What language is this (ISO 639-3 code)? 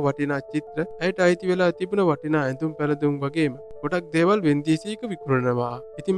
sin